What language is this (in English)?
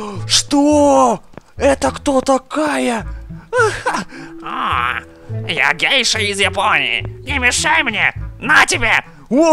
Russian